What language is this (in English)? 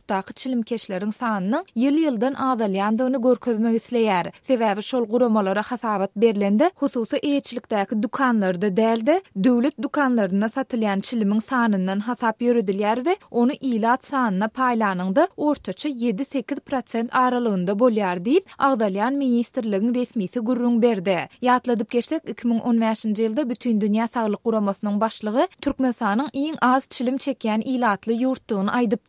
Turkmen